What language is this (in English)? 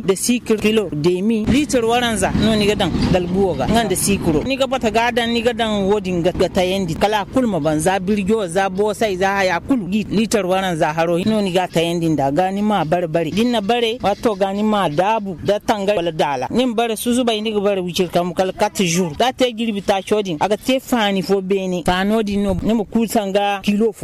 Zarma